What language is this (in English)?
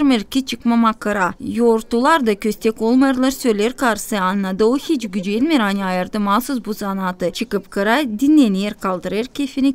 Gagauz